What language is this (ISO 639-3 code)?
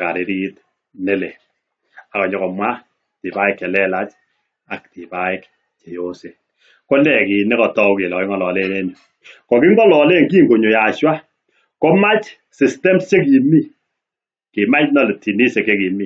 kln